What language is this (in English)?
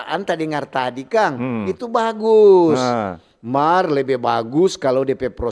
Manado Malay